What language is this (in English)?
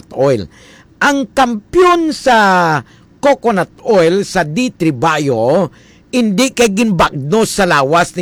Hiligaynon